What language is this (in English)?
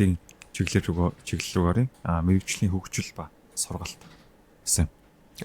Mongolian